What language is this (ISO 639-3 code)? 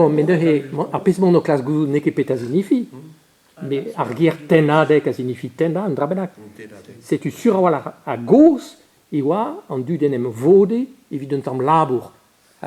bre